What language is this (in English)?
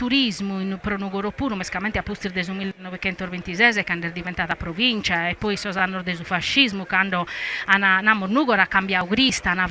Sardinian